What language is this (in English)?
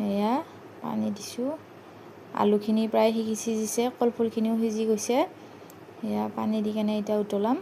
Assamese